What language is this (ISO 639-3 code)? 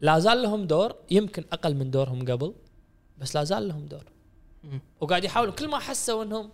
afb